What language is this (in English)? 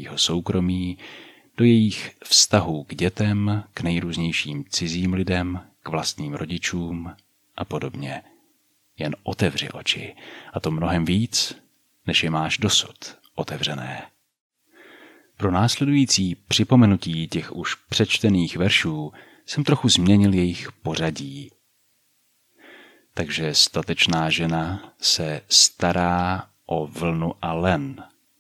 Czech